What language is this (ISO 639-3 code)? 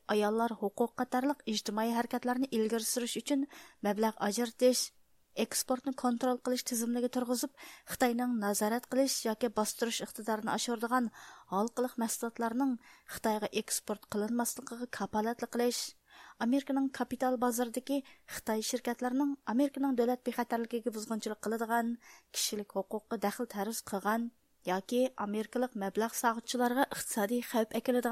uig